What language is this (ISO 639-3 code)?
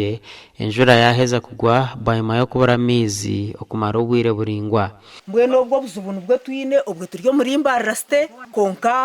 nyn